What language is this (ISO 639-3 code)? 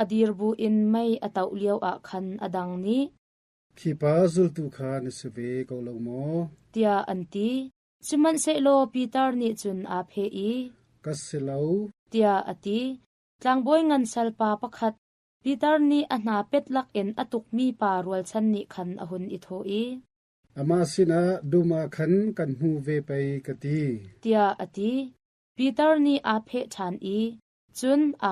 cnh